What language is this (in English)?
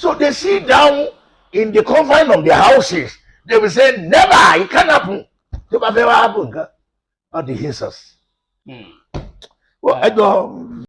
Yoruba